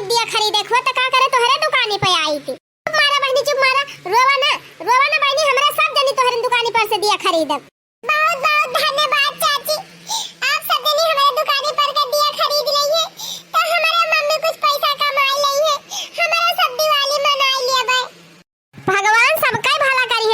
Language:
Awadhi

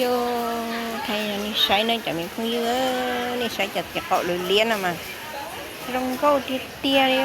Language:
Hmong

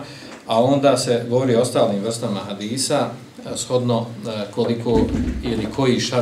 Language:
Bosnian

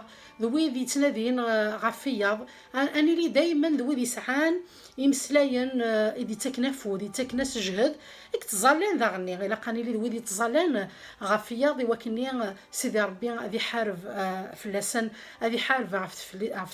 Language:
Kabyle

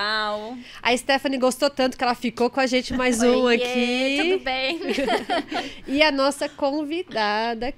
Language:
Portuguese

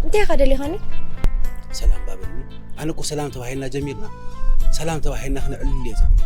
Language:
Tigrinya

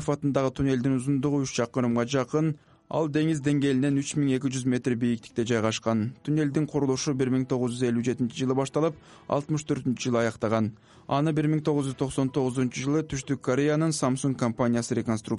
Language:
Kyrgyz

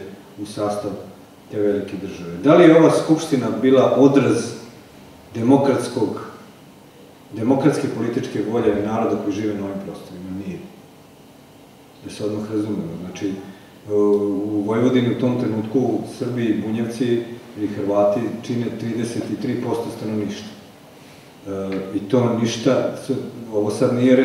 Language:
Serbian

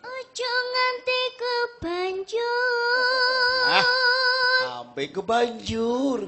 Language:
Javanese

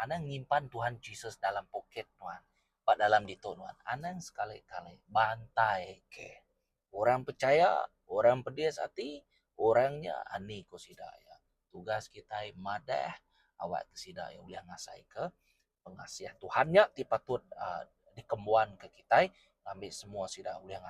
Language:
Iban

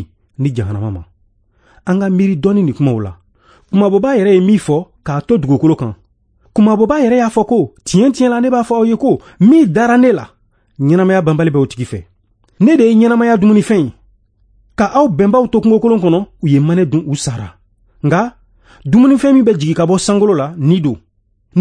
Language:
Bambara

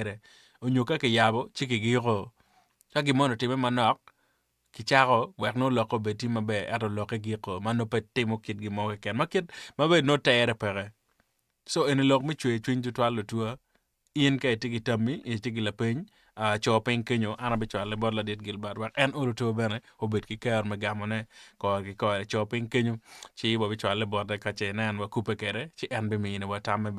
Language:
Acoli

